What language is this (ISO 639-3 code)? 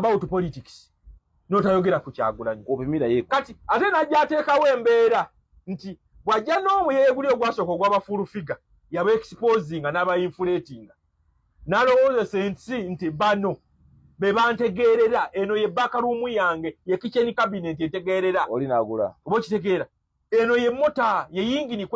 lug